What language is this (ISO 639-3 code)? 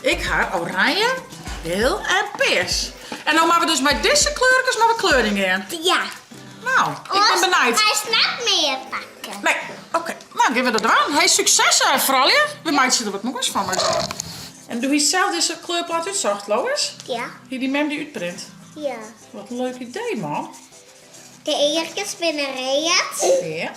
fry